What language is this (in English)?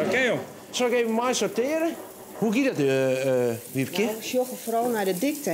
Western Frisian